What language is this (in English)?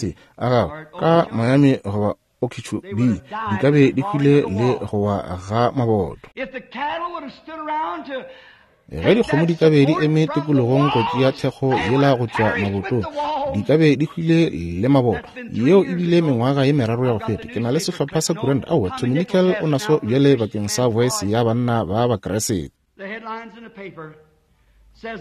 Northern Sotho